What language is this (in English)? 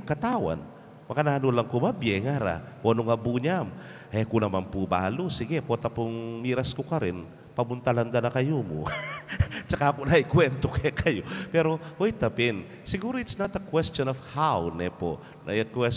Pampanga